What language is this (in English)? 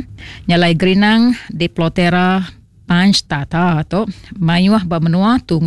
Iban